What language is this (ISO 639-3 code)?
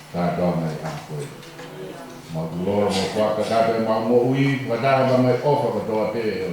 ton